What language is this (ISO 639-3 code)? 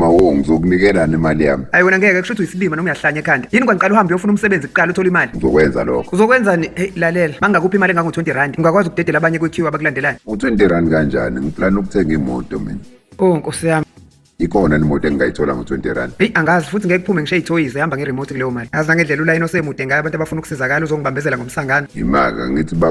zul